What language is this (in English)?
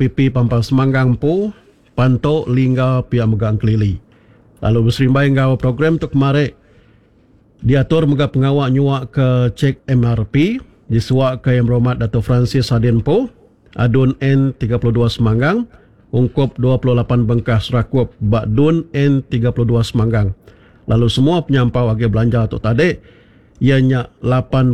Iban